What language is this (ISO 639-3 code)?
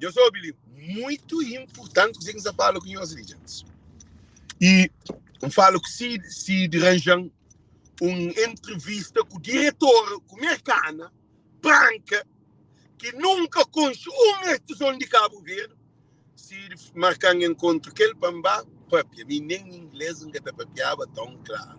kea